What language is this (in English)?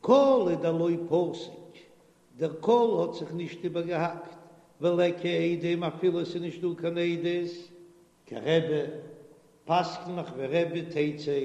Yiddish